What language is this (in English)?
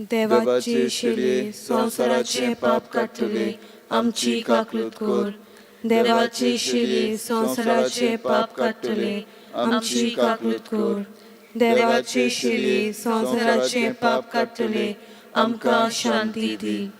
Konkani